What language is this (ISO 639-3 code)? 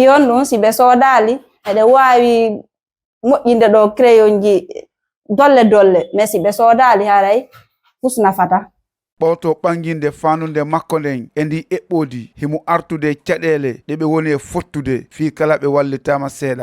ful